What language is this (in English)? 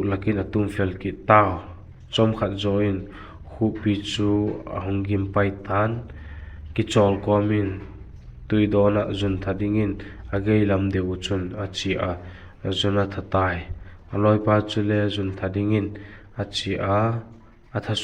Vaiphei